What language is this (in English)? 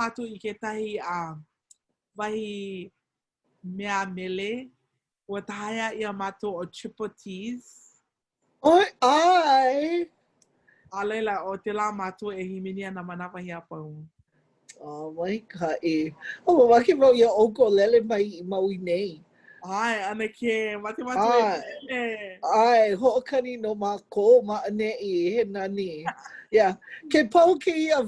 Hawaiian